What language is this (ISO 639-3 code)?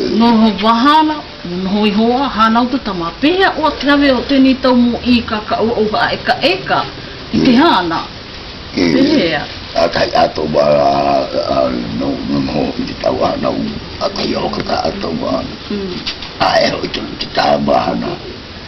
mqm